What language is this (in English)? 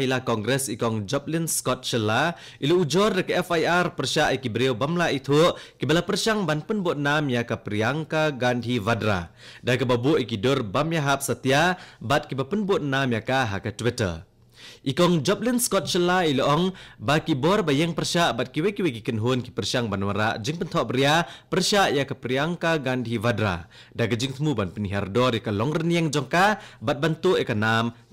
Khasi